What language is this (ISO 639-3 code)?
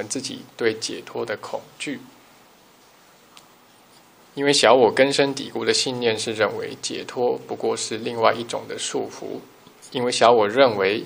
zho